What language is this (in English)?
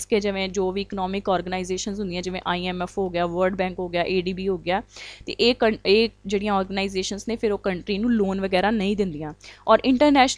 Punjabi